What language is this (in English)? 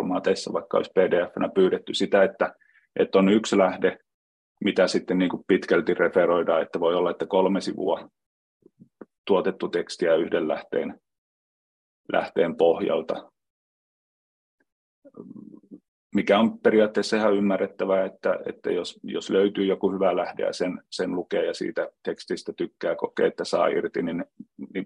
Finnish